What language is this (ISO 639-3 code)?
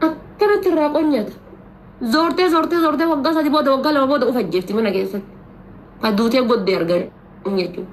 orm